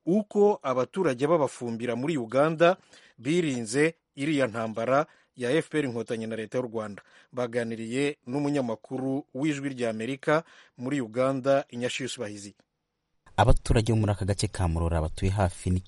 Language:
Kinyarwanda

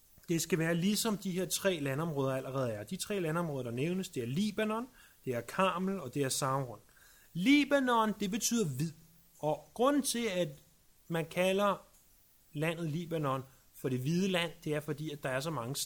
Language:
Danish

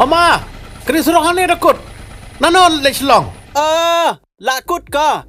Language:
Khasi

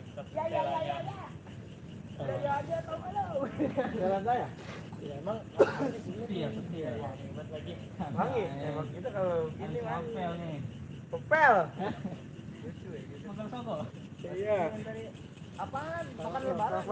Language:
Betawi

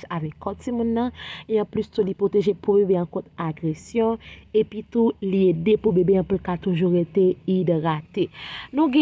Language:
Haitian Creole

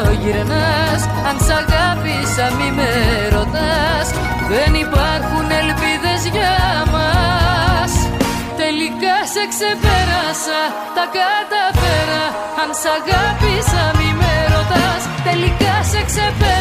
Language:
Greek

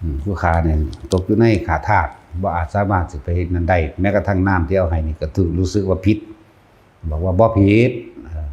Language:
Lao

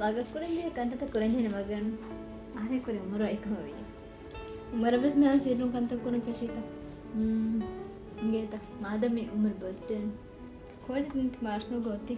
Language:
Divehi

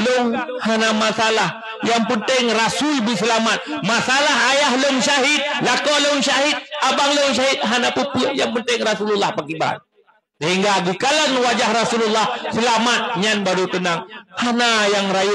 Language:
Achinese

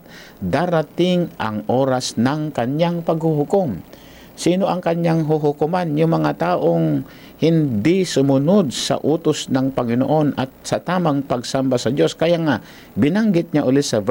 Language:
Filipino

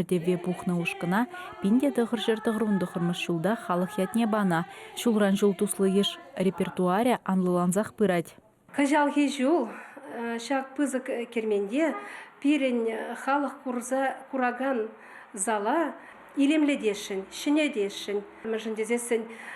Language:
Chuvash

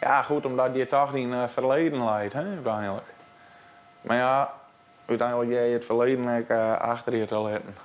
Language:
Western Frisian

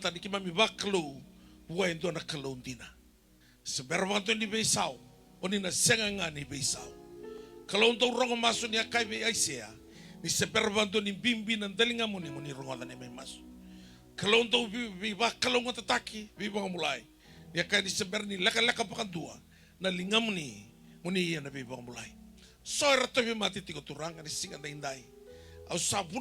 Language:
Fijian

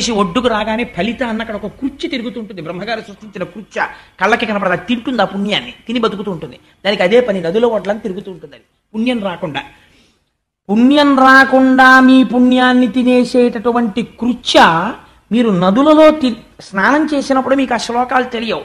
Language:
Telugu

